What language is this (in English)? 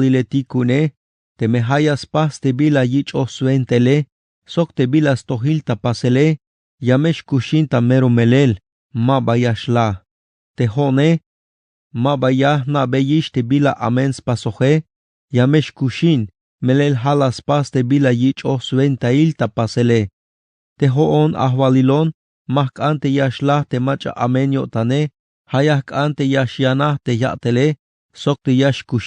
Tzeltal